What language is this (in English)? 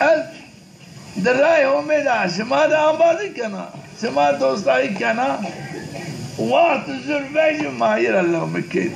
Zaza